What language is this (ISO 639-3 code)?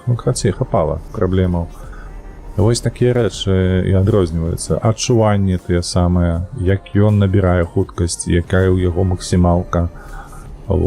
bel